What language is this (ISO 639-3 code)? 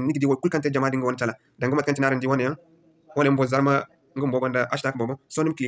dje